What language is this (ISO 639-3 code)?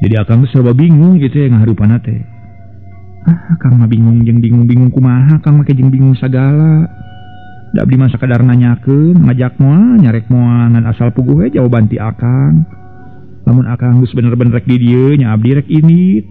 sun